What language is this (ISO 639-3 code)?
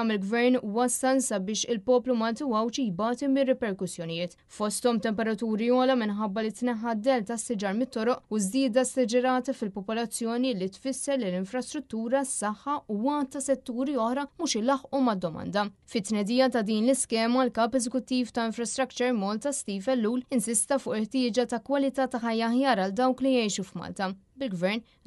mlt